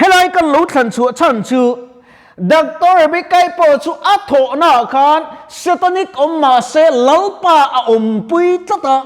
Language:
Mizo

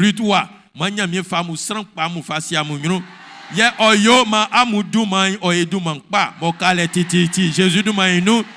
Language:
Baoulé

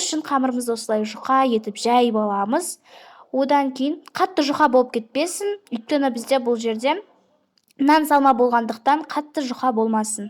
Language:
Kazakh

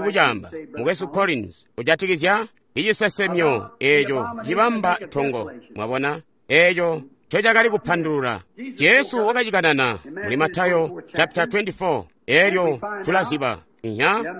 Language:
Tonga (Zambia)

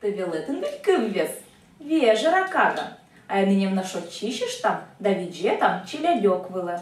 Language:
Komi-Permyak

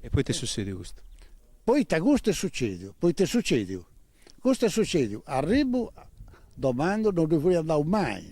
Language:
Sardinian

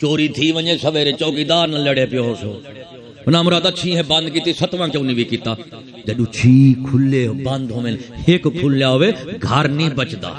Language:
Saraiki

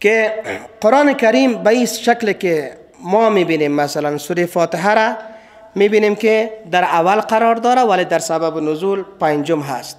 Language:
Persian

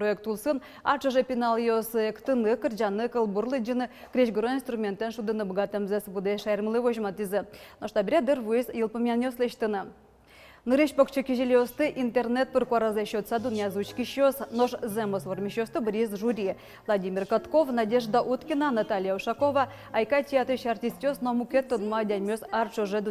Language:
Udmurt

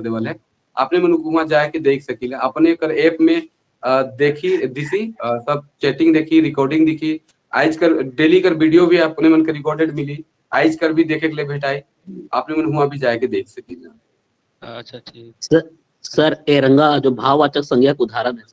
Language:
Sadri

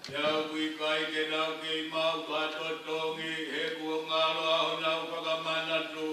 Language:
Tongan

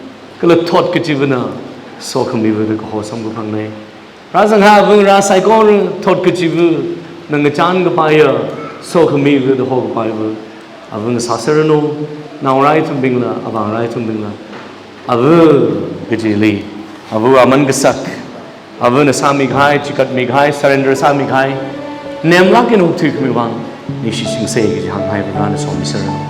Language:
Tangkhul Naga (India)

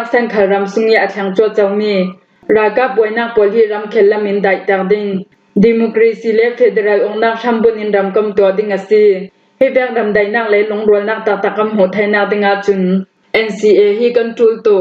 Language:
Falam Chin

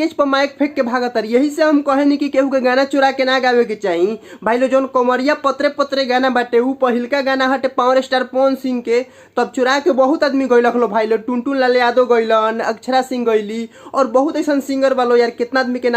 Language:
Bhojpuri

